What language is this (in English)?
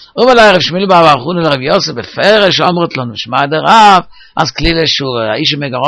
Yiddish